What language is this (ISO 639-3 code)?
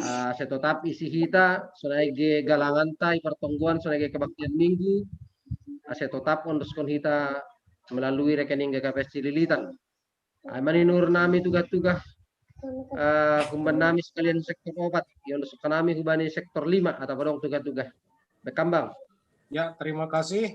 bts